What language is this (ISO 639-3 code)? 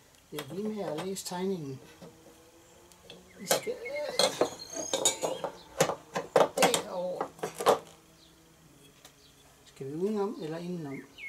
dan